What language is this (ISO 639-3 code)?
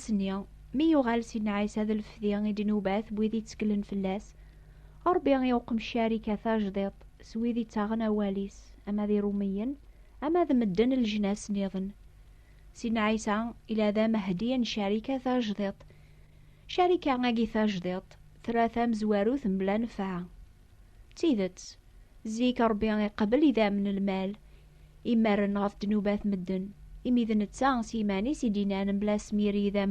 kab